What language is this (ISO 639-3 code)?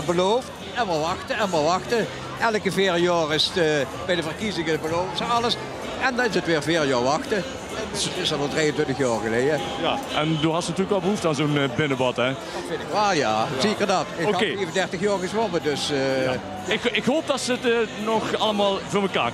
lim